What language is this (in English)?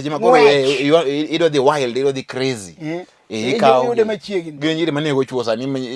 Luo (Kenya and Tanzania)